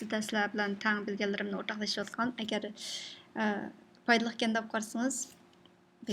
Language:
Uyghur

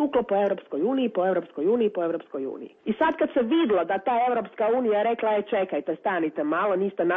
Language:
Serbian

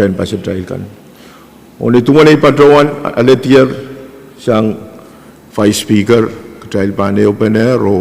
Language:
Pohnpeian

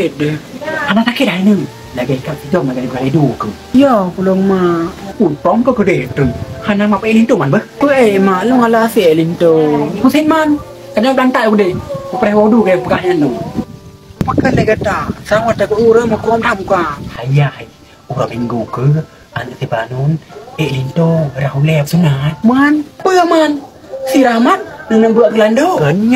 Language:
Achinese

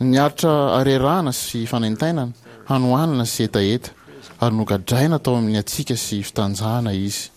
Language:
Malagasy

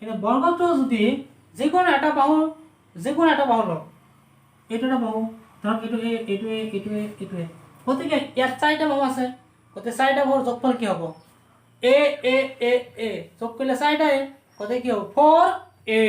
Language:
Assamese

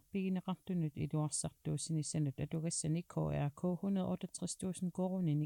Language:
Kalaallisut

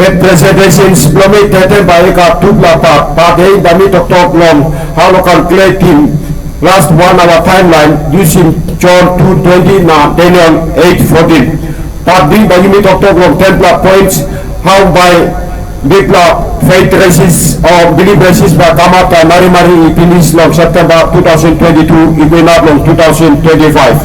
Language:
Tok Pisin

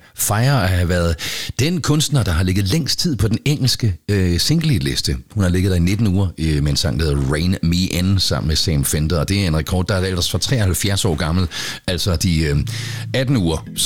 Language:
Danish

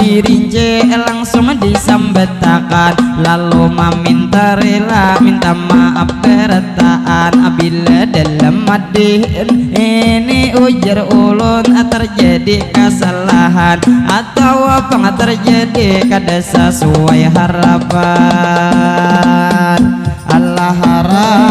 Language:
Banjar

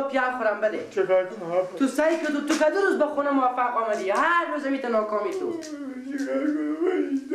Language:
Persian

